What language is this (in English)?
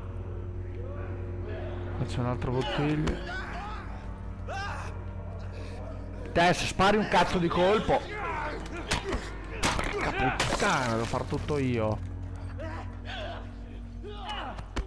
Italian